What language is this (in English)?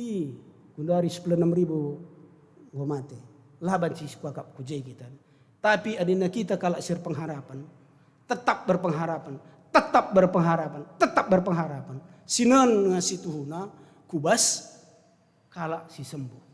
Batak Karo